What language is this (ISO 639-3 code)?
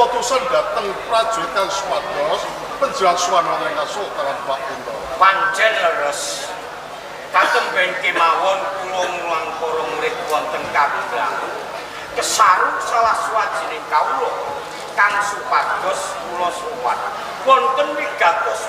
jav